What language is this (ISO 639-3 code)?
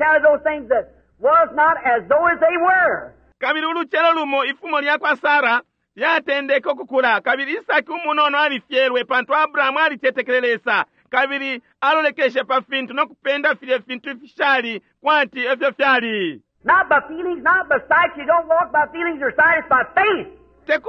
bem